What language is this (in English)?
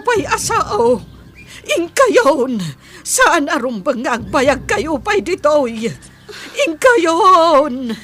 Iloko